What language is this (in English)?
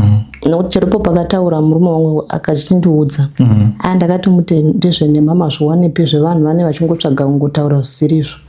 Shona